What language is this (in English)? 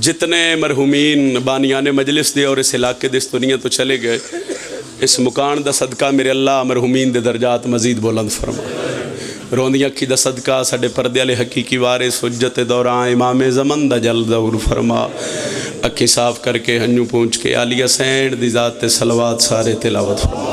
Pahari-Potwari